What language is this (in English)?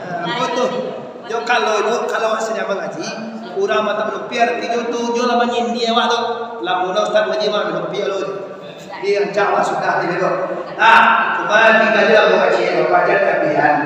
Minangkabau